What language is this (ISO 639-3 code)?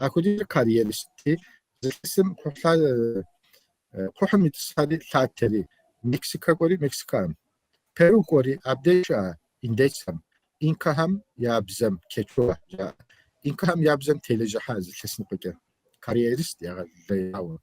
kbd